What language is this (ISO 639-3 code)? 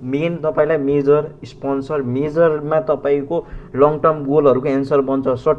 nep